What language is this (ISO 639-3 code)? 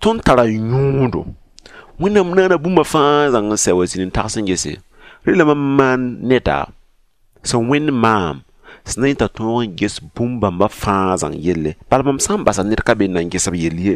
mos